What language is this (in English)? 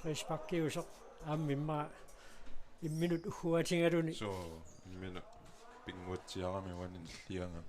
Kalaallisut